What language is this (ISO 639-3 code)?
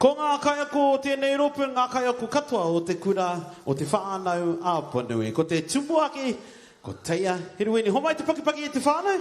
mri